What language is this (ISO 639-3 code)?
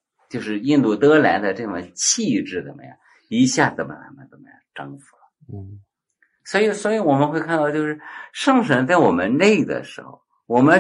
zho